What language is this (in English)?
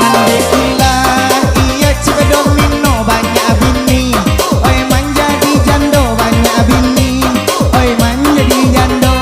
Minangkabau